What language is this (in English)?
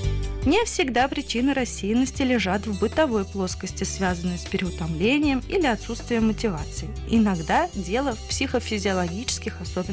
Russian